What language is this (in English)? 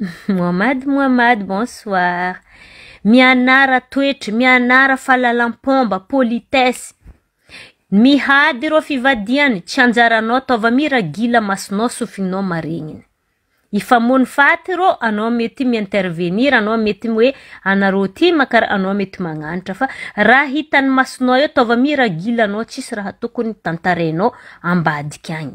Malagasy